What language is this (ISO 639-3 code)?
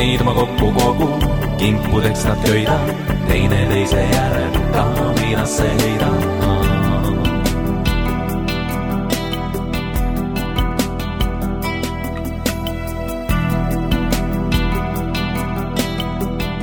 est